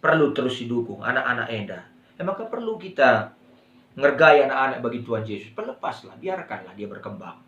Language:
Batak Karo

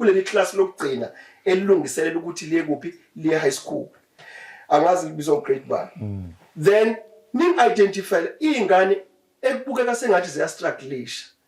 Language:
Zulu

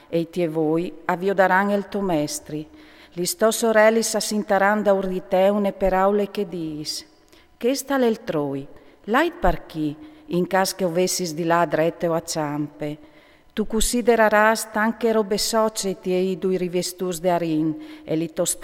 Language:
Friulian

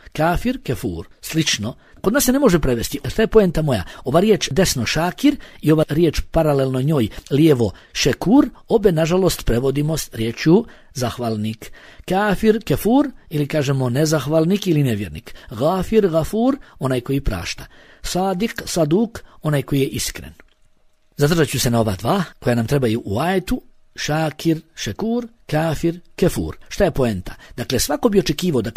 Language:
Bosnian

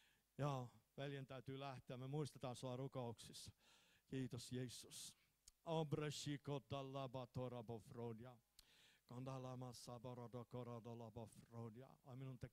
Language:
Finnish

